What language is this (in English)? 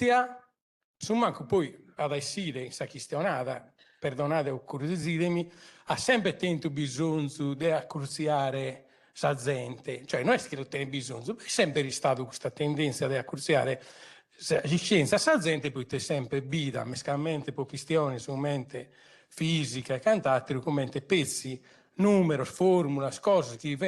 Sardinian